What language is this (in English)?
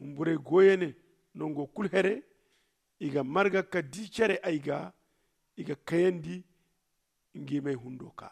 Zarma